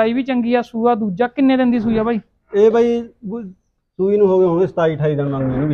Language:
Punjabi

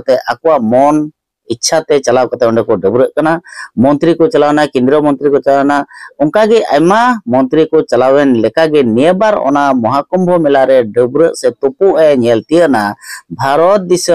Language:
Santali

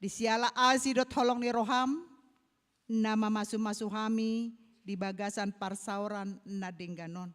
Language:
Batak Toba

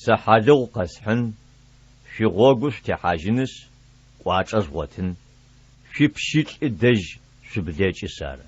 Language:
Adyghe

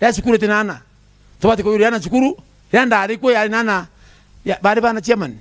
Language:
Meru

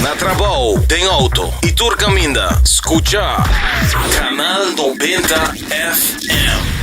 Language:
Papiamento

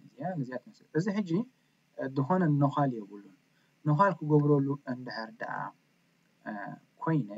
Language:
Tigrinya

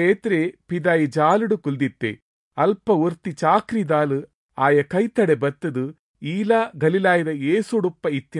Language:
Tulu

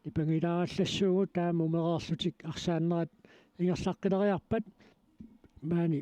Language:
Kalaallisut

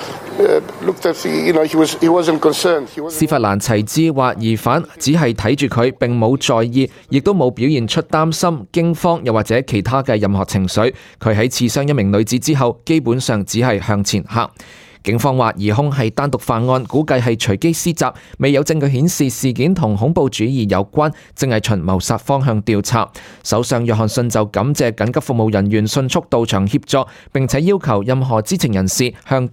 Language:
Cantonese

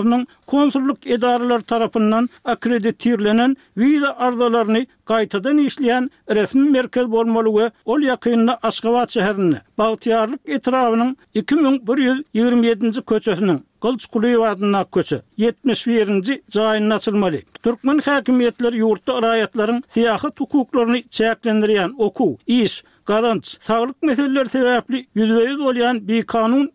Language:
Turkmen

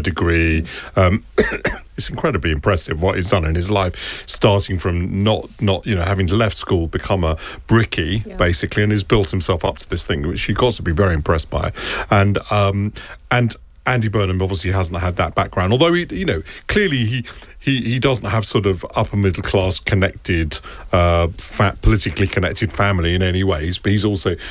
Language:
English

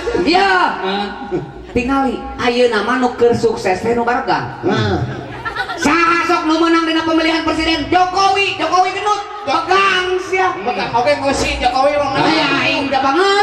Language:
Sundanese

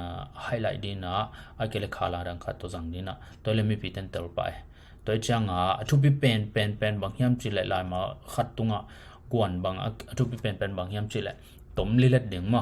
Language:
Tedim Chin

